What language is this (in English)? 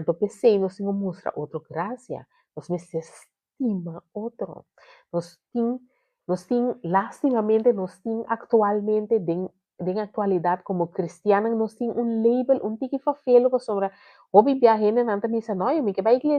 Papiamento